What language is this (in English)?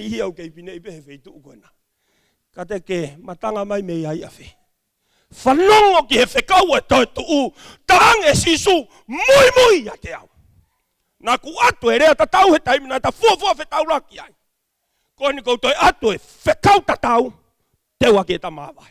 Tongan